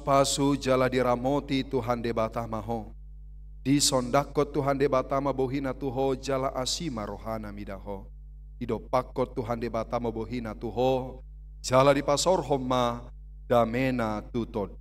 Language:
Batak Toba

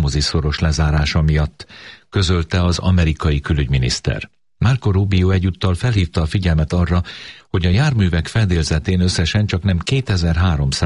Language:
Hungarian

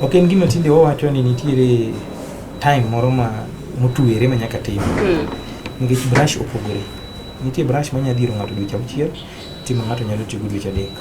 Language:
Luo (Kenya and Tanzania)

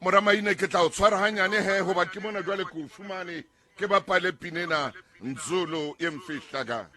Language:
Southern Sotho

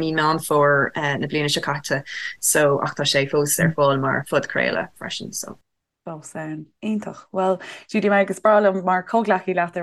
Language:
Irish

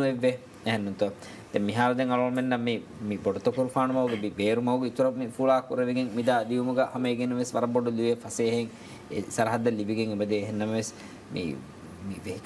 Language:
Divehi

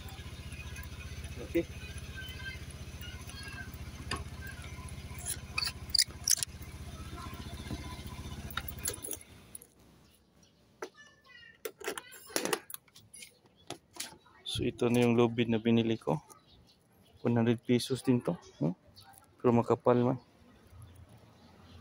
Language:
Filipino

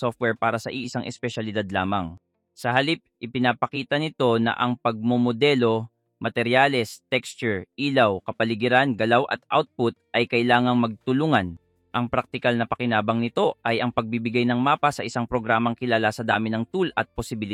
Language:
Filipino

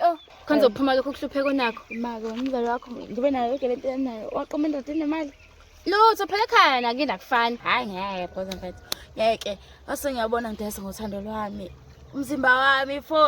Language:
Zulu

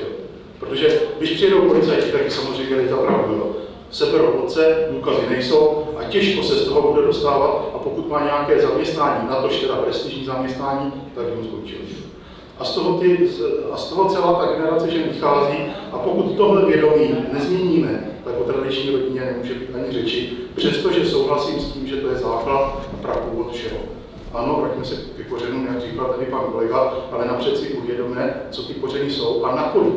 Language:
Czech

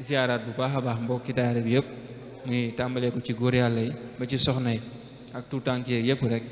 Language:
Wolof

